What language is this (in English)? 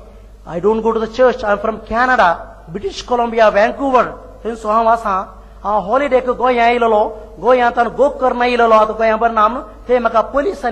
Konkani